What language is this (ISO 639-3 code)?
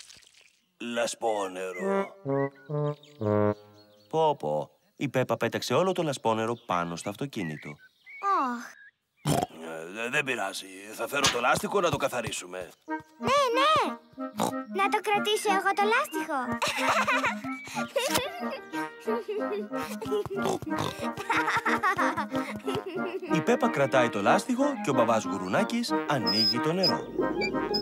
ell